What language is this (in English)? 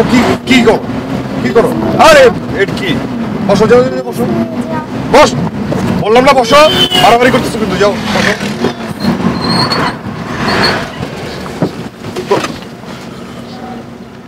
Bangla